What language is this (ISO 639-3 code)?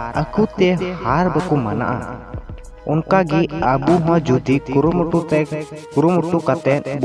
sat